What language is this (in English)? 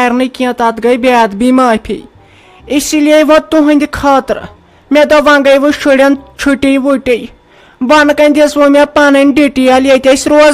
Kashmiri